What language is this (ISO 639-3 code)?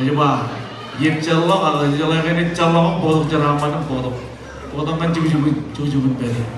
mah